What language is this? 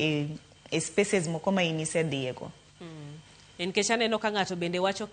Luo (Kenya and Tanzania)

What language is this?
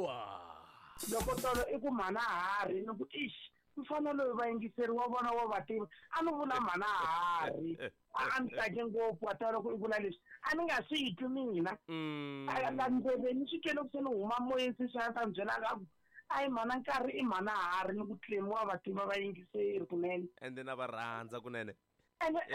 Tsonga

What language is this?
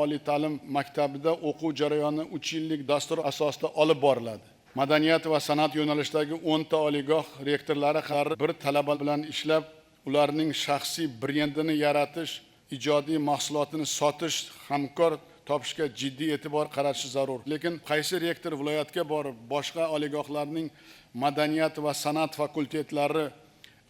Uzbek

